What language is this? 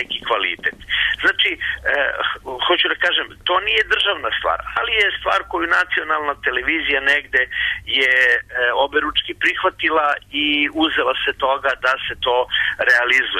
Serbian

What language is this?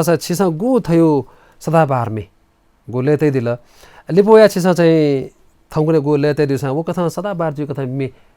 Newari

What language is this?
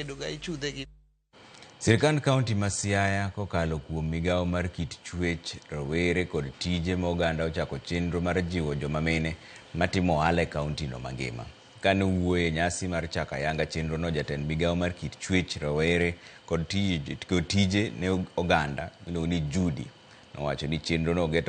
Luo (Kenya and Tanzania)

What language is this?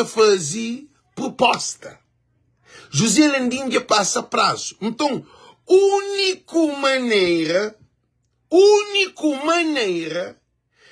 Kabuverdianu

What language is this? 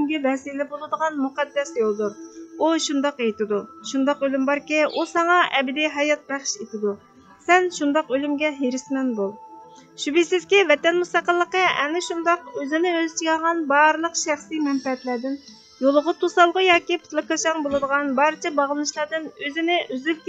Uyghur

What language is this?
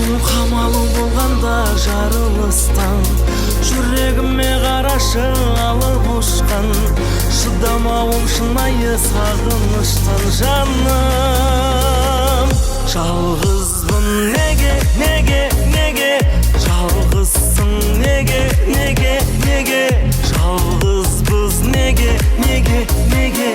Kara-Kalpak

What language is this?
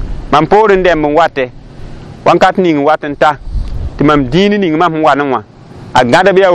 Mossi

